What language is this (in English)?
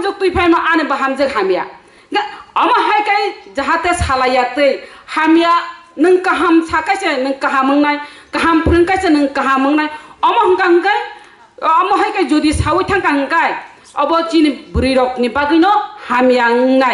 Kok Borok